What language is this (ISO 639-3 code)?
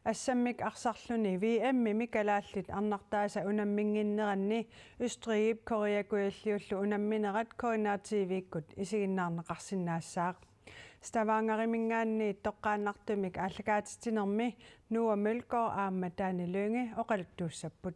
kal